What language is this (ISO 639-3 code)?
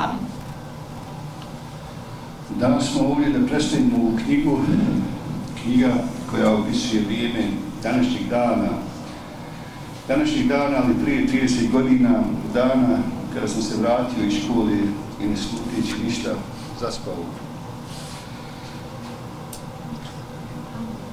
bos